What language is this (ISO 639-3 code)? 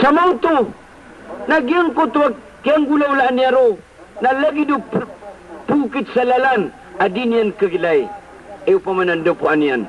mrw